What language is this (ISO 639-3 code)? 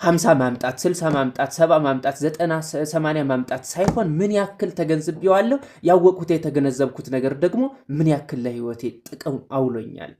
amh